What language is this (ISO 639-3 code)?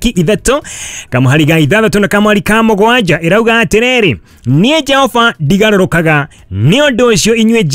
kik